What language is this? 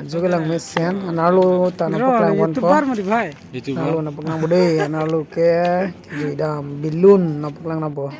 Karbi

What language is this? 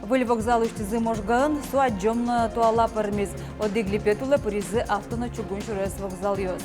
Udmurt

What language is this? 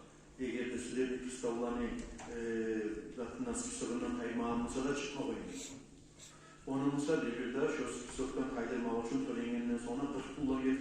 Kumyk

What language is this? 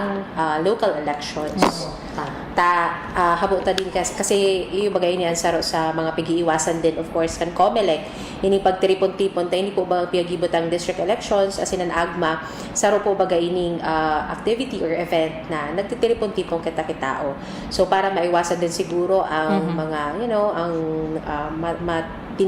Bikol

